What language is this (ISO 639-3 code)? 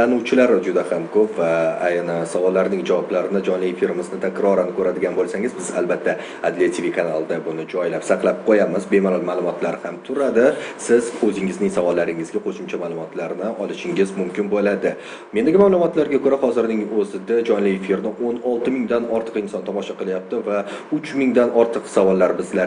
uzb